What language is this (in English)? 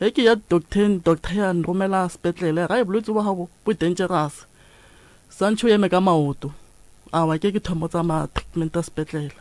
Northern Sotho